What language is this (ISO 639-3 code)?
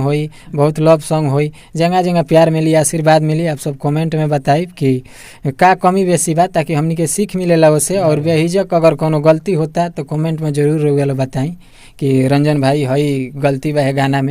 bho